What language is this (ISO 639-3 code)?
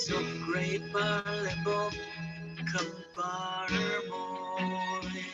cfm